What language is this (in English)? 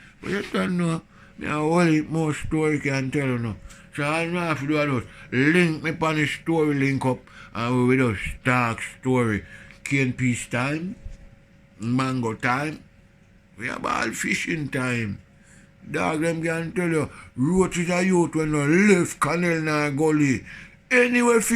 Jamaican Creole English